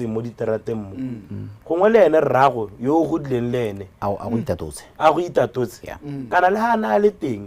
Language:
Tswana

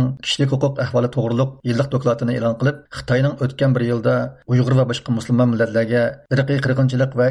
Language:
Uyghur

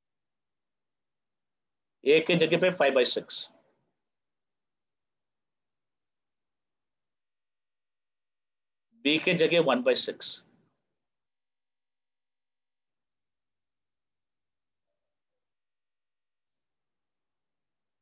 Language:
English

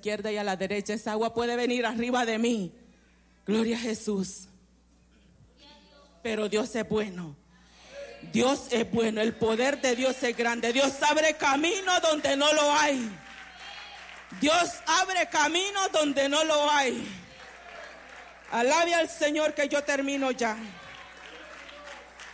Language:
Spanish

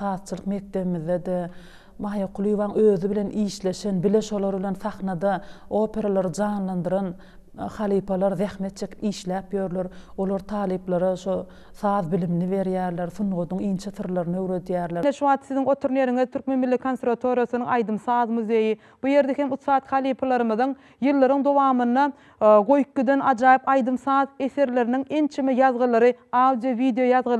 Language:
Turkmen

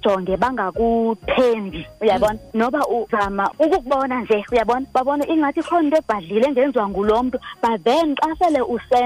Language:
Xhosa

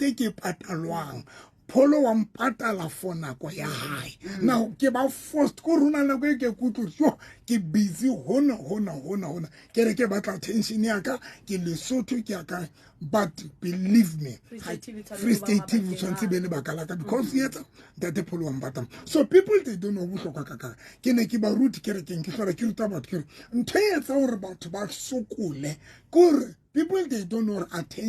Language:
Southern Sotho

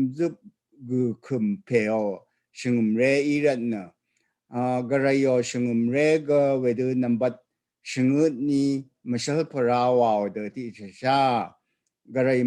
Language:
Rawang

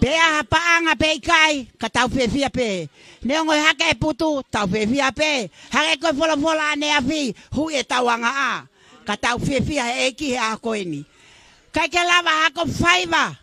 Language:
Tongan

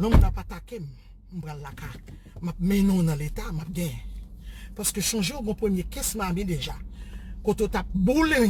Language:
Haitian Creole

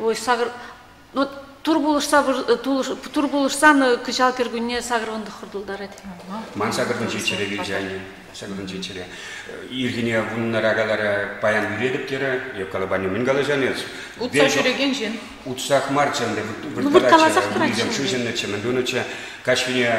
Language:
Chuvash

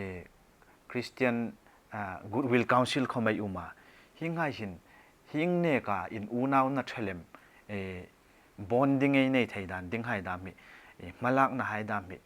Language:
Hmar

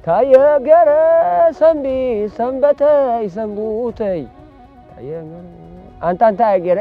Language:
Tigrinya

